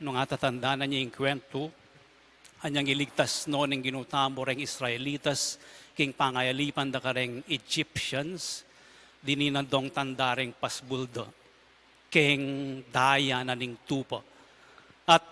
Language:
Pampanga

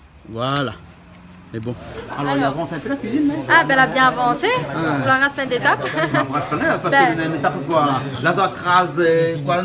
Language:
Réunion Creole French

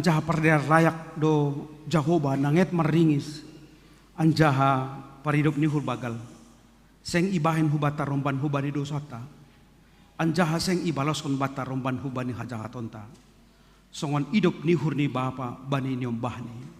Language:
Batak Simalungun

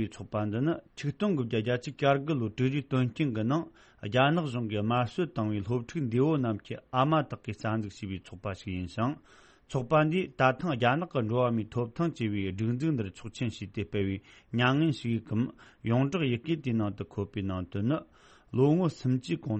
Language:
Tibetan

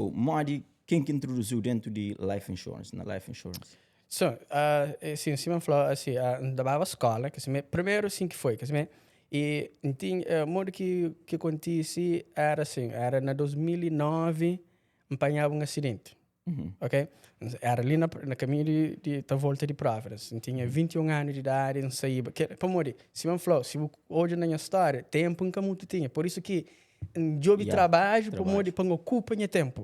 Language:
Kabuverdianu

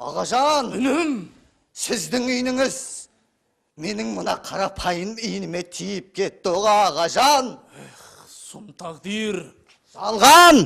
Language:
Kara-Kalpak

